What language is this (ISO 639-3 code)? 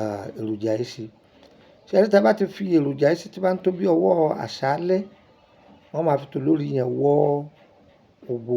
yor